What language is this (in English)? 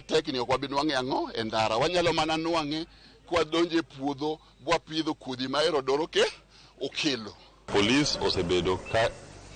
Luo (Kenya and Tanzania)